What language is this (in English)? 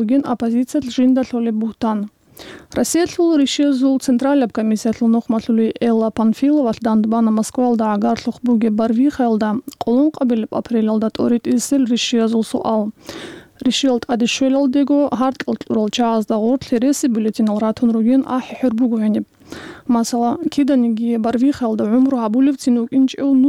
Avaric